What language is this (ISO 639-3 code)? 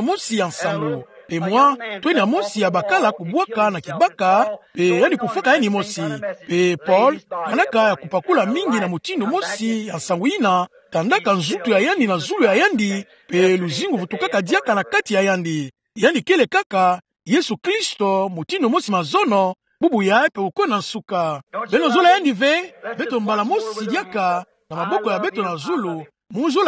ktu